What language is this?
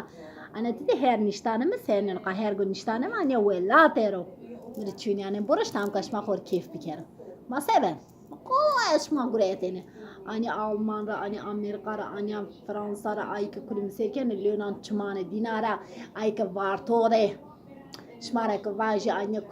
Zaza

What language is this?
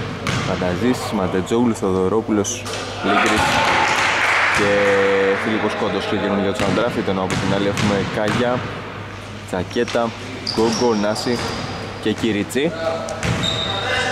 Greek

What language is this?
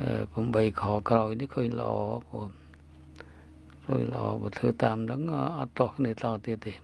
Khmer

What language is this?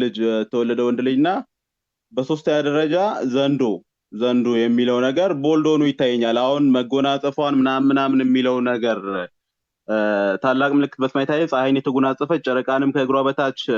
Amharic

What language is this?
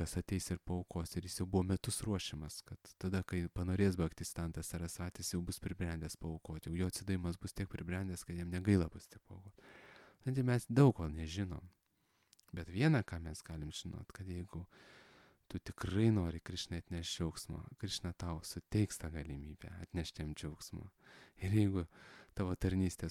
Lithuanian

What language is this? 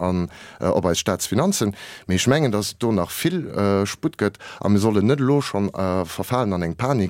Luxembourgish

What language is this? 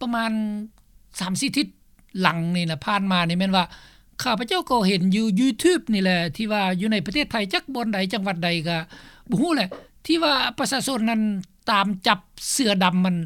Lao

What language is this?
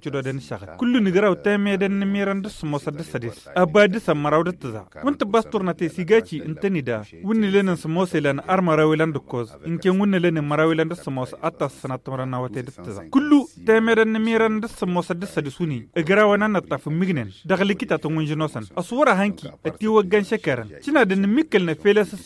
Tamasheq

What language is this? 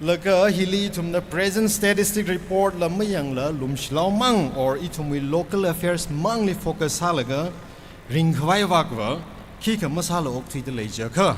Tangkhul Naga (India)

